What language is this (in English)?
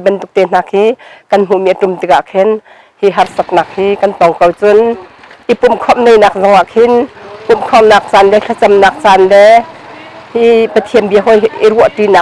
Hakha Chin